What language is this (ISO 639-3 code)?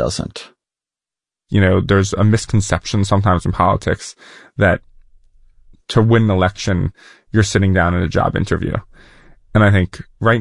eng